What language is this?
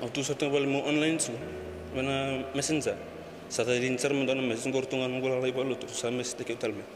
Fijian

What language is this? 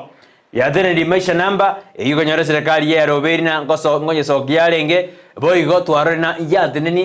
Gusii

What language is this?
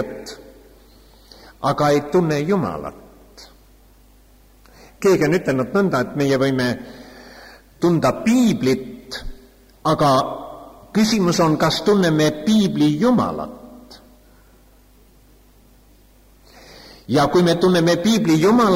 Estonian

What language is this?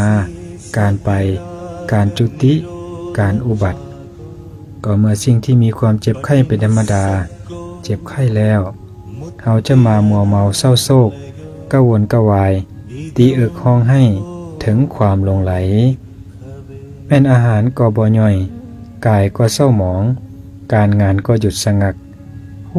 Lao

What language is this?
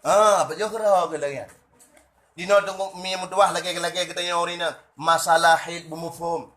Achinese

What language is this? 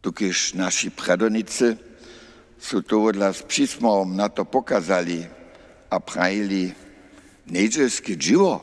Upper Sorbian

